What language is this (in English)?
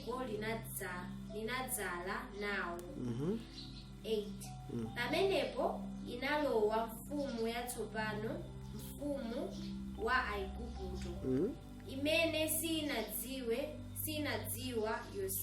Nyanja